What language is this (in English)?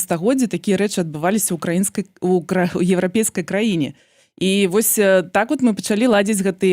Belarusian